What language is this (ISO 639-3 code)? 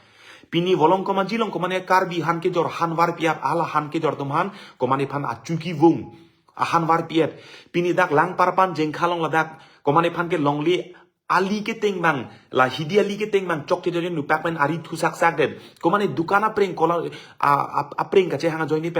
mjw